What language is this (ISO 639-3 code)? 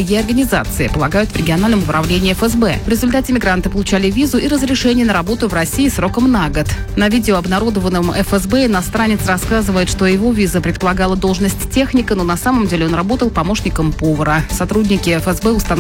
rus